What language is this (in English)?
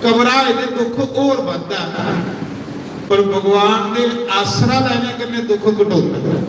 Dogri